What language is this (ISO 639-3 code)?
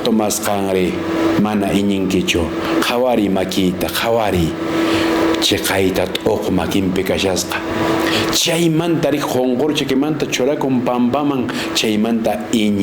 que